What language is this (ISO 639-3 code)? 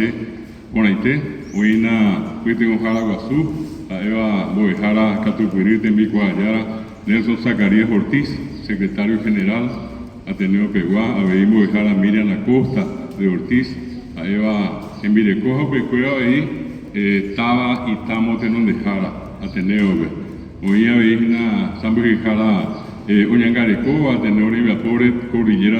grn